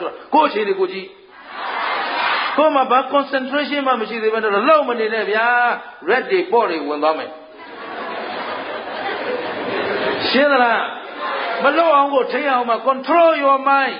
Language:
Burmese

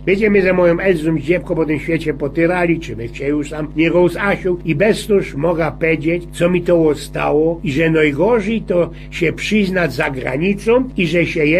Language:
Silesian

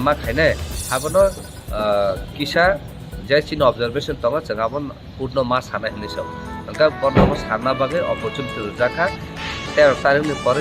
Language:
Kok Borok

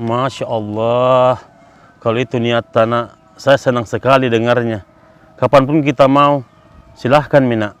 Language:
Makassar Malay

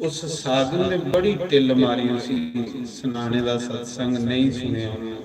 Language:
Dogri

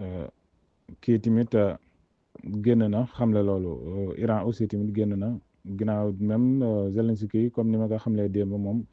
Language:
Wolof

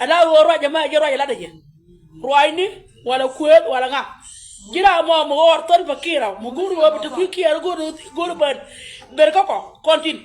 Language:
Nuer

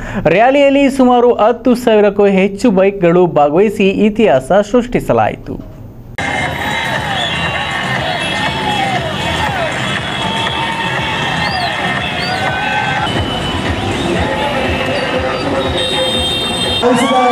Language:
Kannada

